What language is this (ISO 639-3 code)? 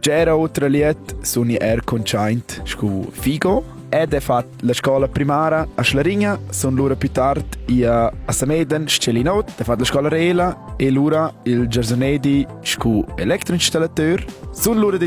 roh